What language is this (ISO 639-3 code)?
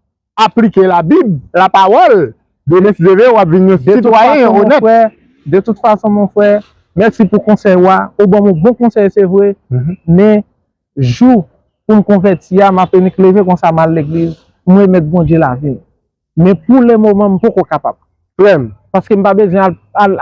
hat